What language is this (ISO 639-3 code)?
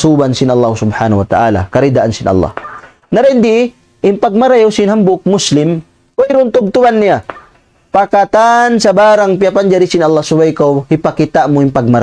tsg